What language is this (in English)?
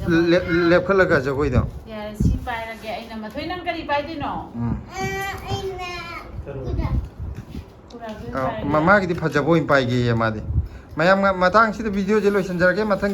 Manipuri